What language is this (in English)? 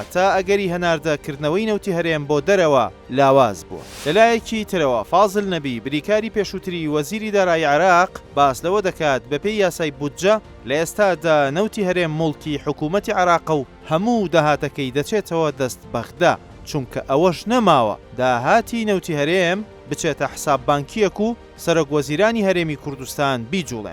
Central Kurdish